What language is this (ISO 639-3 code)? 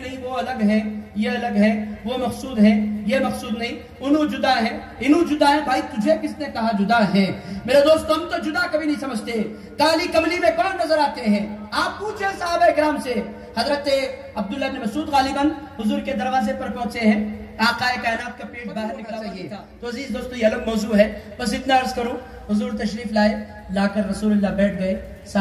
urd